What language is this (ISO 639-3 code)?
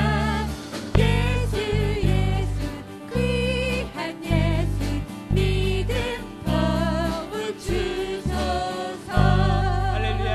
kor